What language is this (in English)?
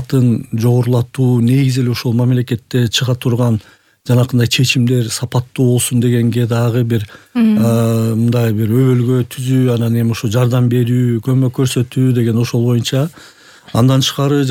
Kyrgyz